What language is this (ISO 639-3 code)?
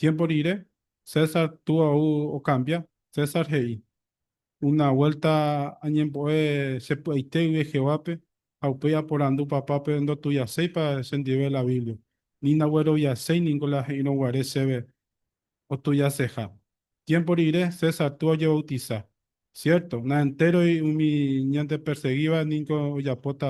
grn